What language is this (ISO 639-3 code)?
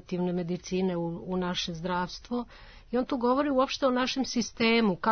srp